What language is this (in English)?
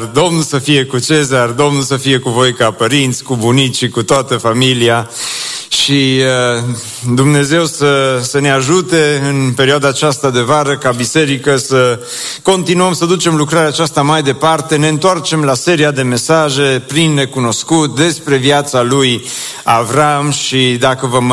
Romanian